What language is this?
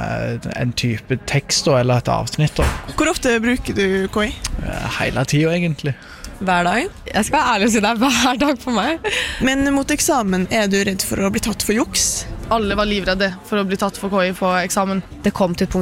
Norwegian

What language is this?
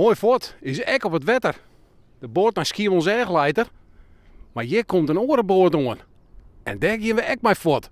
Western Frisian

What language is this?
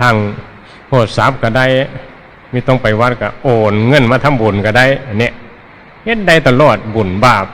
Northeastern Thai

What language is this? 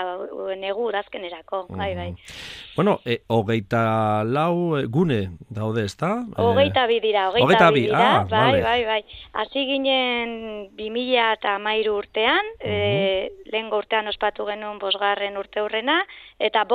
Basque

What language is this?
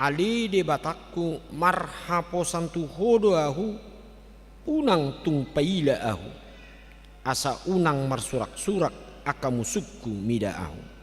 Batak Toba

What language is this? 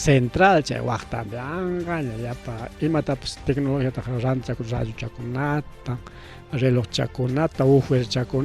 Ayacucho Quechua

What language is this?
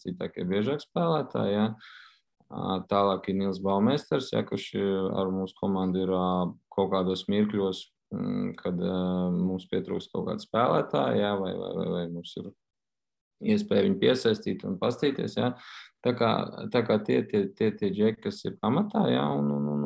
Latvian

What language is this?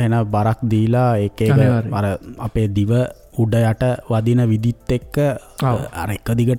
Sinhala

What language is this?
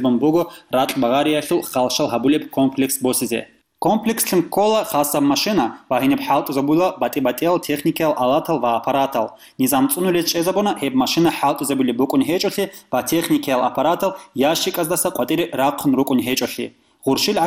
Avaric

